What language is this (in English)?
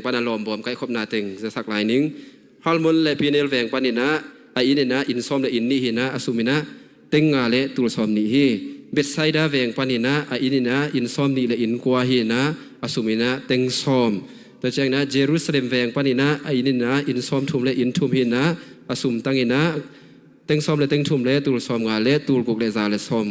Tedim Chin